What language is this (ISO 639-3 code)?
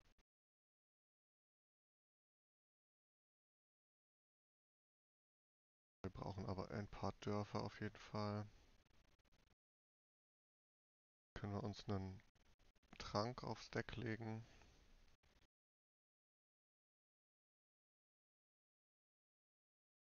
deu